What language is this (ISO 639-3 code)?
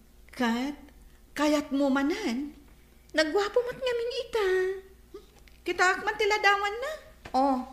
ilo